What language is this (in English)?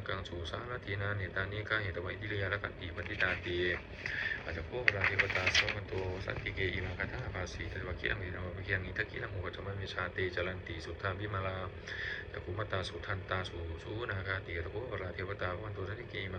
Pali